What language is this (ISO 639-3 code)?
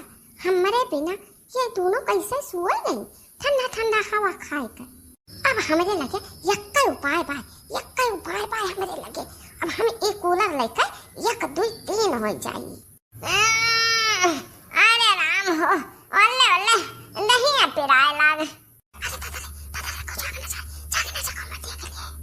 awa